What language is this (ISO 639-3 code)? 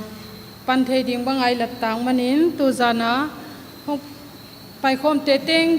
pck